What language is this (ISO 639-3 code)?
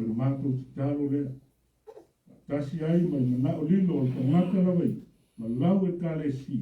smo